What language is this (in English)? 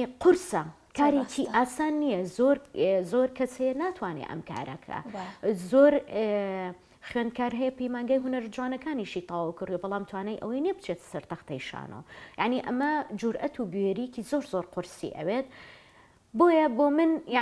Central Kurdish